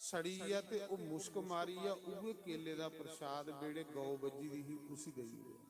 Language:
Dogri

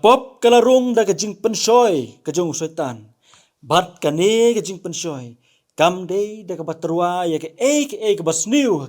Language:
Khasi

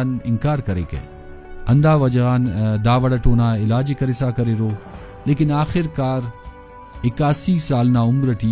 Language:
Brahui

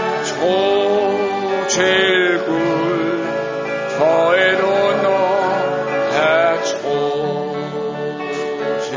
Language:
Danish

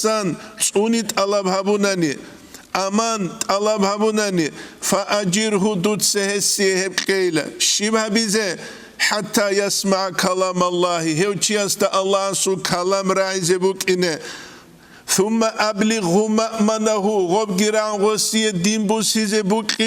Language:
Avaric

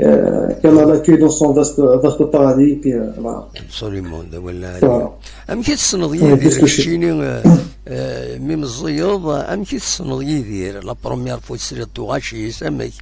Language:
Kabyle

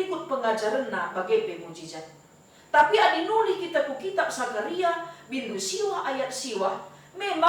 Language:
Batak Karo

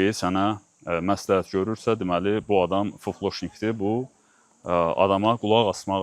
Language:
Azerbaijani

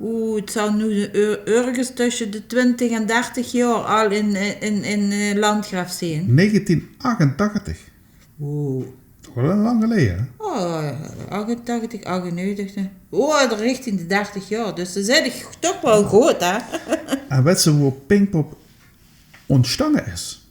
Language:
Limburgish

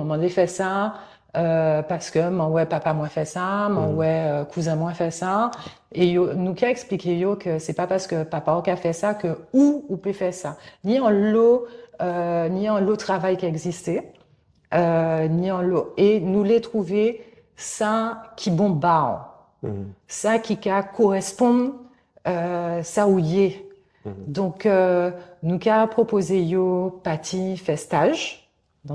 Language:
Guadeloupean Creole French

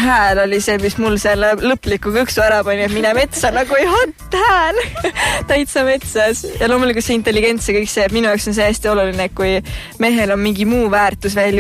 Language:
Estonian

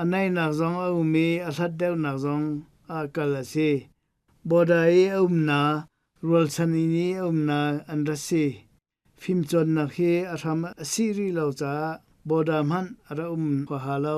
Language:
Hakha Chin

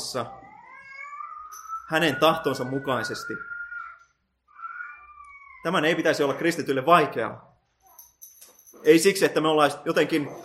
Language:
Finnish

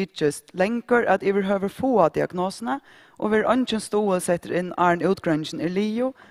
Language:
Faroese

